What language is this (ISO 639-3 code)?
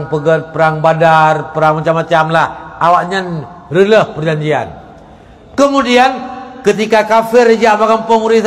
ace